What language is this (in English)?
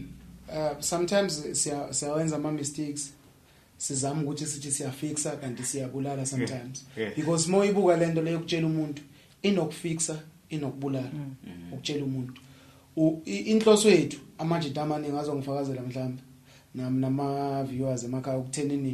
Zulu